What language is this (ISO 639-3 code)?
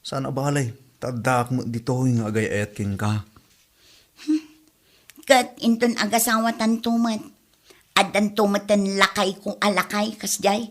ilo